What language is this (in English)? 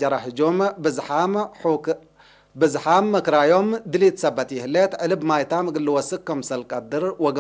Tigre